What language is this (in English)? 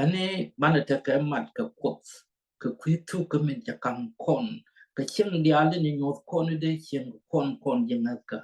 Nuer